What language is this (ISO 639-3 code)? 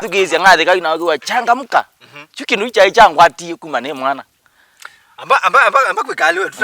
kam